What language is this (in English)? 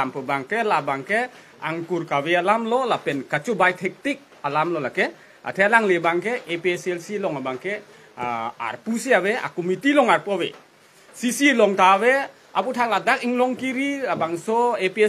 Karbi